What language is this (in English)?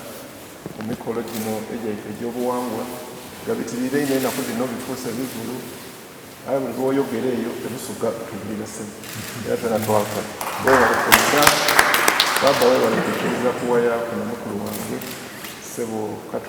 Soga